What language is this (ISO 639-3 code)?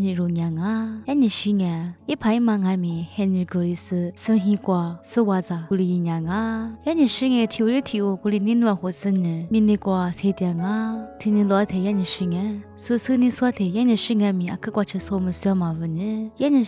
lis